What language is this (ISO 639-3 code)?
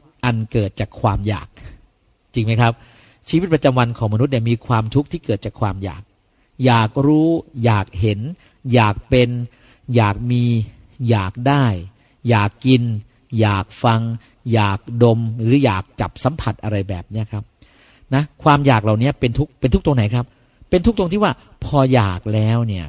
tha